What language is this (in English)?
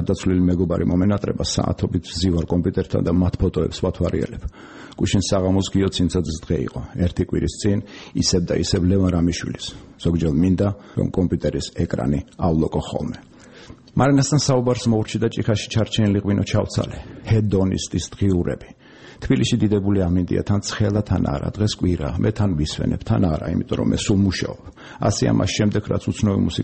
Georgian